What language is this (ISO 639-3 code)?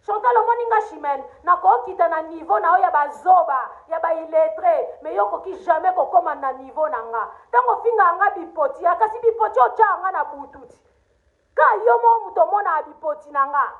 lin